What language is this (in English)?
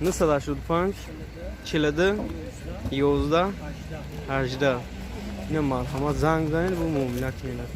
Tajik